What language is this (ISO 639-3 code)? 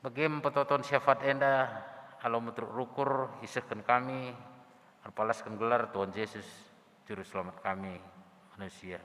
btx